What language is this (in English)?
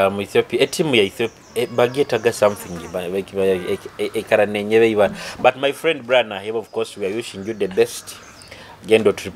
Nyoro